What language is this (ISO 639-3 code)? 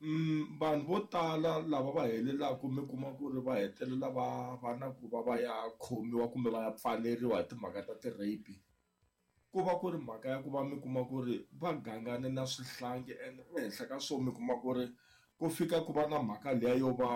tso